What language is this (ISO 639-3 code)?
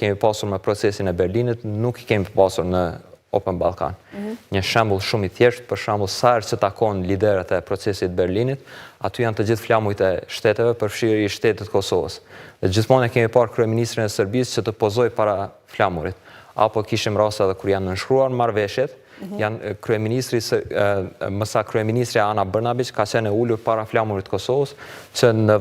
sqi